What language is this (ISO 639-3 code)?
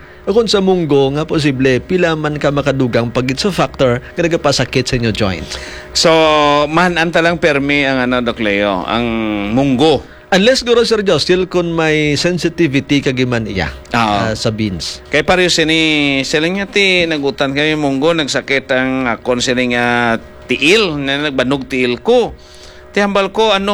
hil